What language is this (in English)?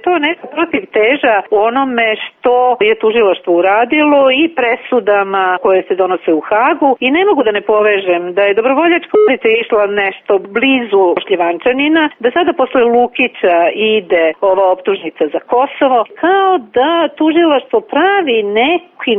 Serbian